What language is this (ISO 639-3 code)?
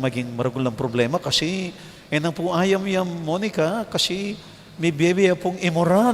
pam